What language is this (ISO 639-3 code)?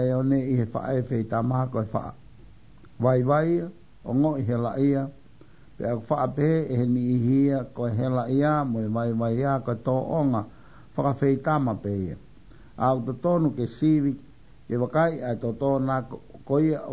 ton